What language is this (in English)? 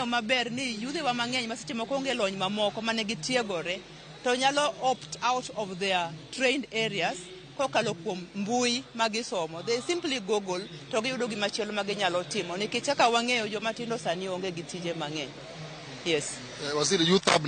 Luo (Kenya and Tanzania)